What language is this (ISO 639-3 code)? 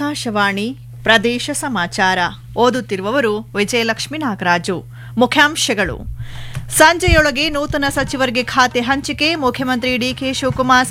kan